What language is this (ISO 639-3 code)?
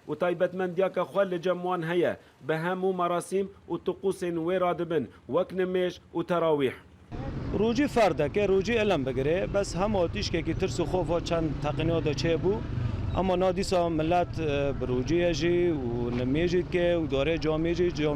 kur